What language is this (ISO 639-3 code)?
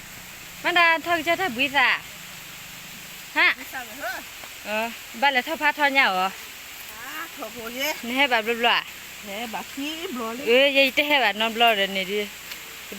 ksw